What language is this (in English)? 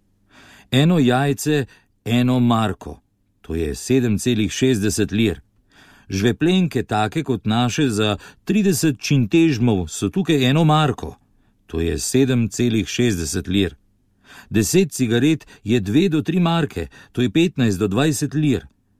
Slovenian